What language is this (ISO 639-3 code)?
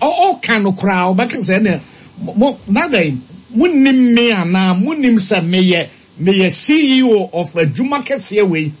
aka